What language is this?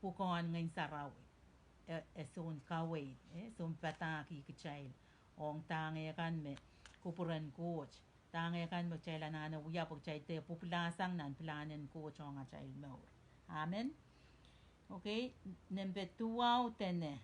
Pohnpeian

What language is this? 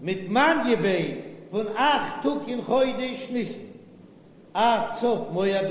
Yiddish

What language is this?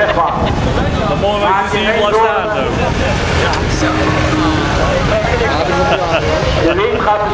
Dutch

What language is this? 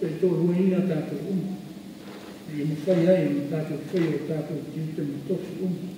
Samoan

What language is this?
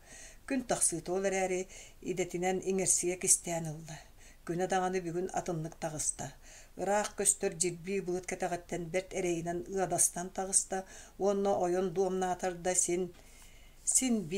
Yakut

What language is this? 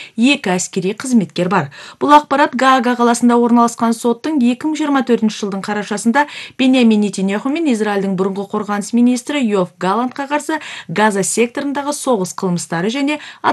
Kyrgyz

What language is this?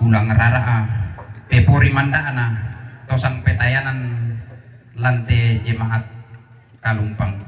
Toraja-Sa'dan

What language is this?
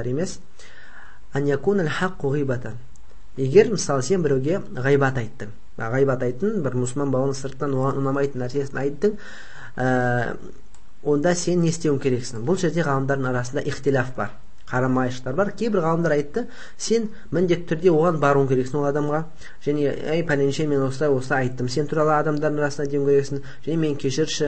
Kazakh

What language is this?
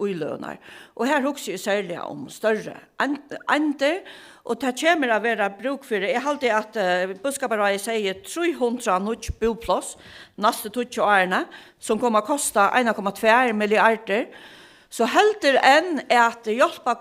Faroese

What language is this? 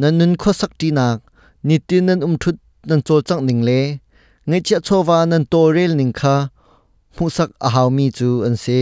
Hakha Chin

